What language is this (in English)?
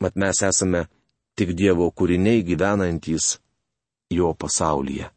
Lithuanian